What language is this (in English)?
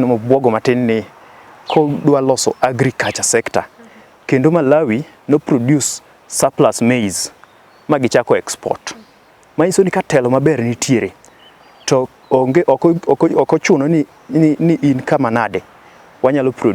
Luo (Kenya and Tanzania)